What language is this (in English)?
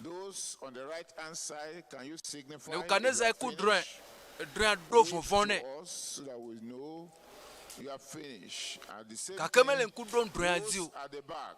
Ewe